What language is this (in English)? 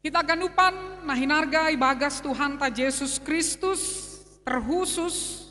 Batak Simalungun